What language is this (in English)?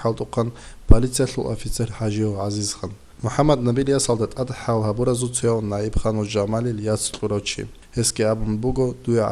Avaric